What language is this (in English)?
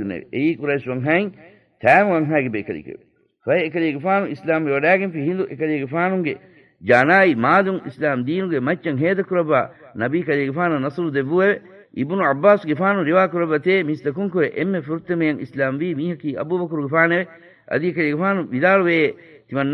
Divehi